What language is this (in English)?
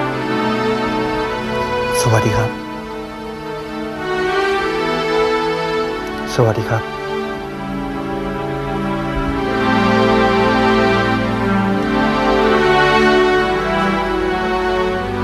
Thai